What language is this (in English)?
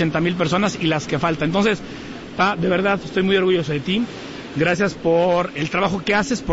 Spanish